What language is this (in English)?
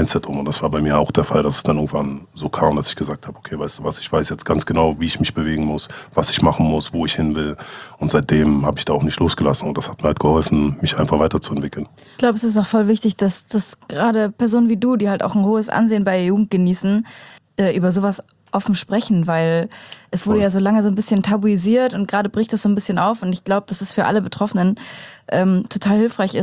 German